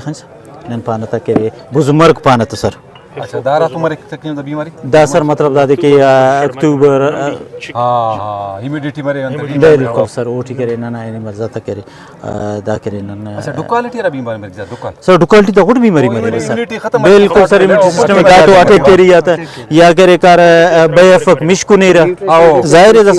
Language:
Brahui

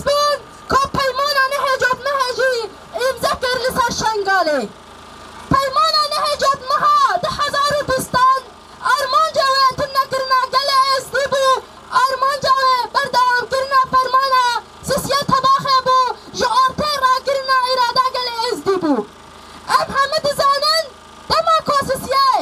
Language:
Kurdish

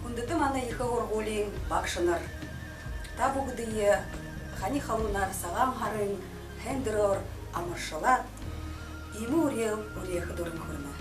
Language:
Buriat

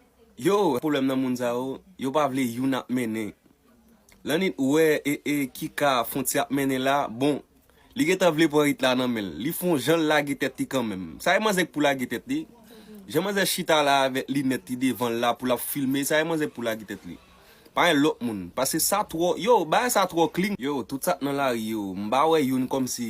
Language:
Haitian Creole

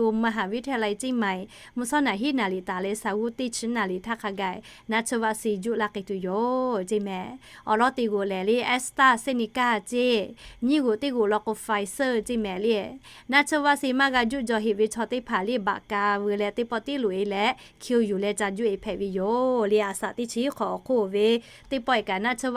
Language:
Lahu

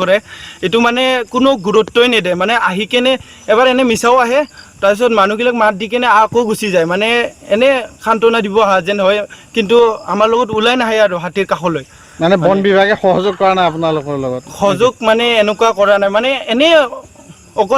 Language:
Assamese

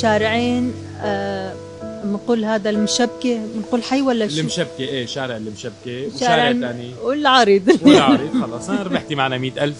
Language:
North Levantine Arabic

